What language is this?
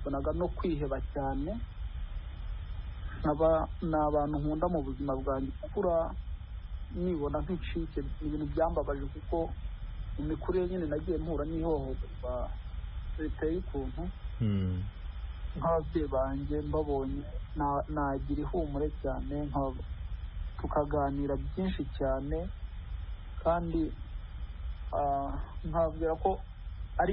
Kinyarwanda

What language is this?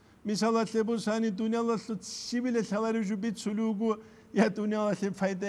Avaric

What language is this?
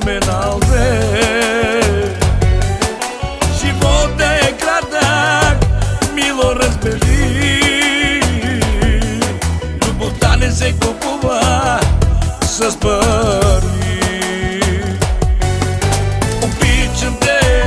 Bulgarian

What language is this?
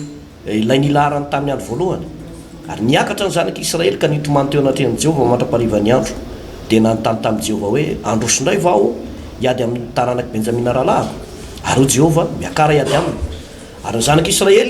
Malagasy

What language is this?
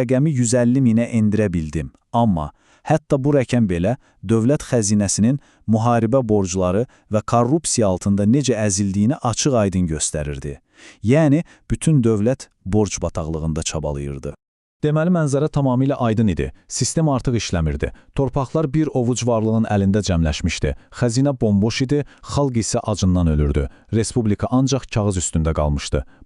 Azerbaijani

